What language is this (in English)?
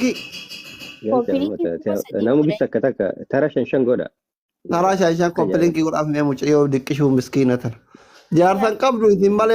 Oromo